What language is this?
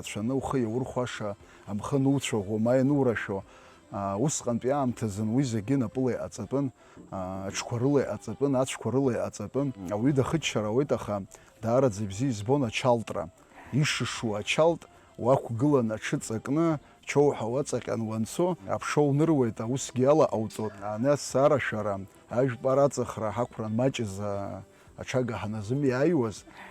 Abkhazian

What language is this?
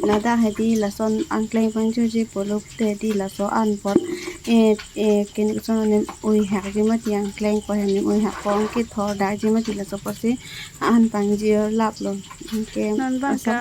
Karbi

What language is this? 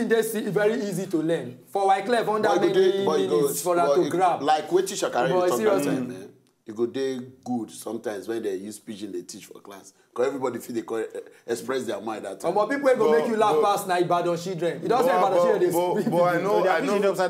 Nigerian Pidgin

